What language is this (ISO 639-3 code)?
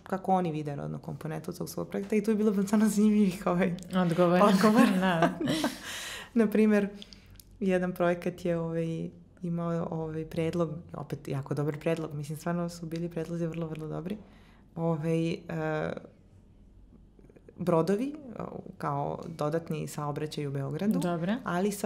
srp